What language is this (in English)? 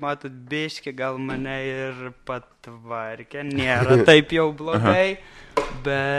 Lithuanian